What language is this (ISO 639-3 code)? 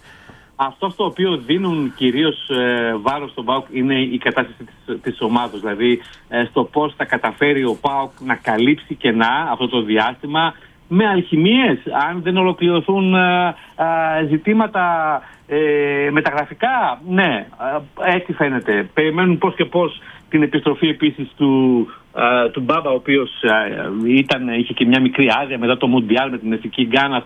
ell